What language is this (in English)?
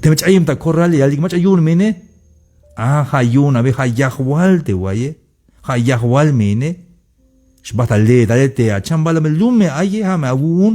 Tzeltal